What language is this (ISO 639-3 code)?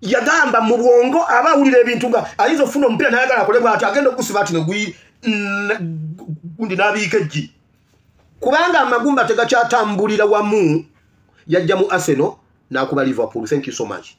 lug